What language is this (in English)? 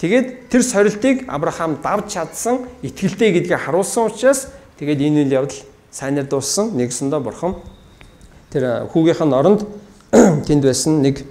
Mongolian